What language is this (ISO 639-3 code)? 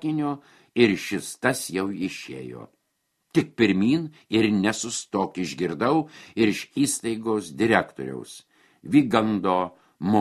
lit